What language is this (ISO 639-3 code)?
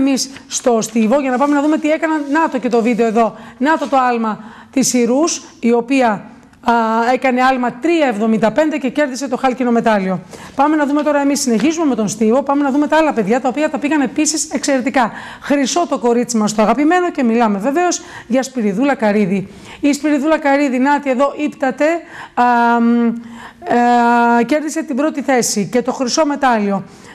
ell